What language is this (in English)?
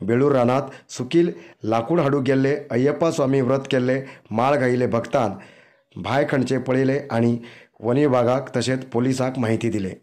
Konkani